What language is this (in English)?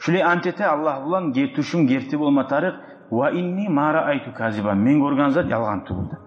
Kumyk